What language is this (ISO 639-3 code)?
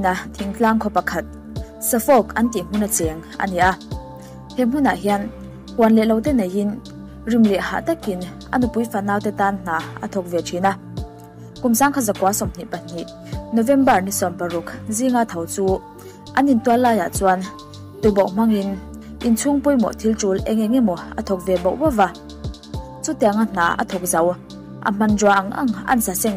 lus